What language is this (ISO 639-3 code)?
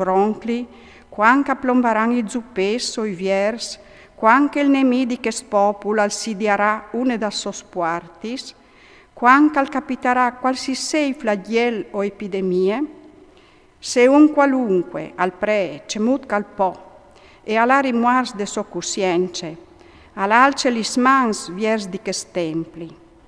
fur